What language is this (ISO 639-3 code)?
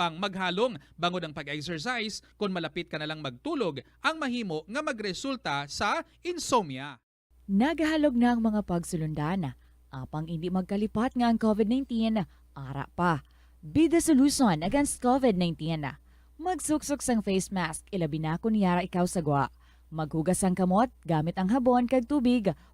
hil